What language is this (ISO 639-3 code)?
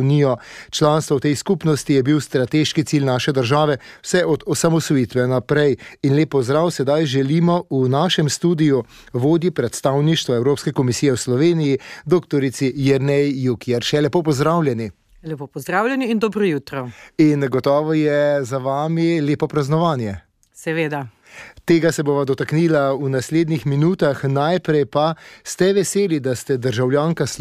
slv